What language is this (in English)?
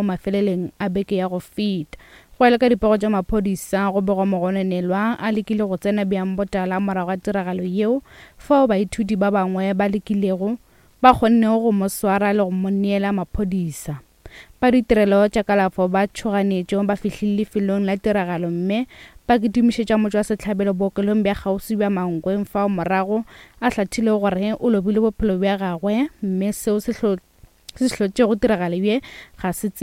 Northern Sotho